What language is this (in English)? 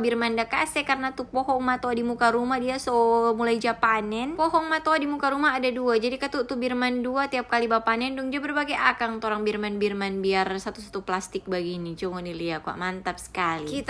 Manado Malay